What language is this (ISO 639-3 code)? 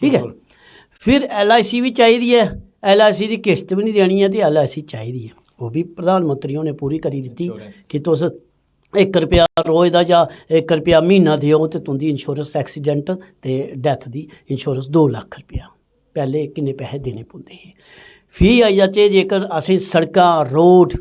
doi